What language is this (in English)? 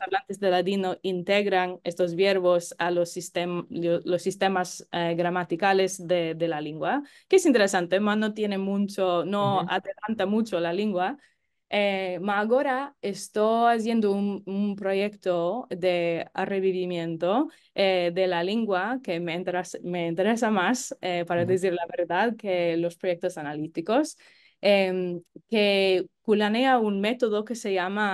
Ladino